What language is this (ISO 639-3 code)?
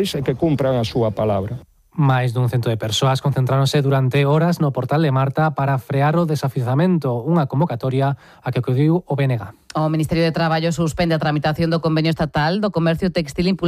glg